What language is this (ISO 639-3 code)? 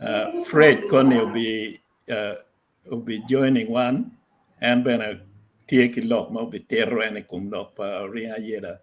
ach